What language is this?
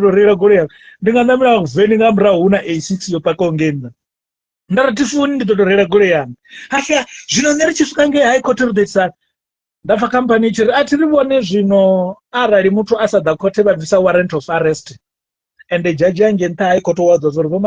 Venda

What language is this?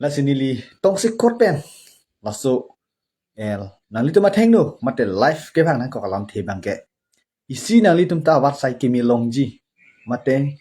Karbi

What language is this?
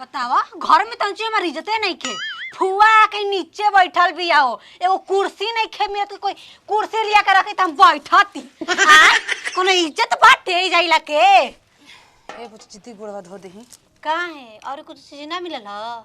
Bhojpuri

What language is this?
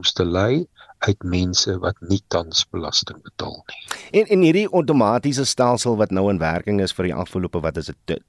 Afrikaans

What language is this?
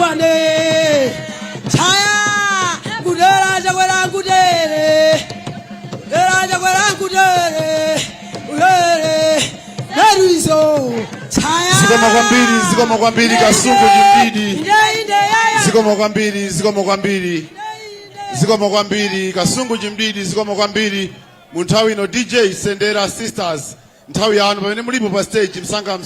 Nyanja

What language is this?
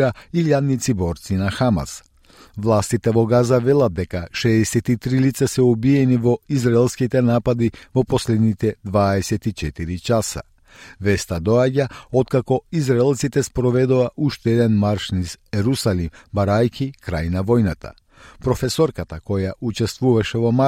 Macedonian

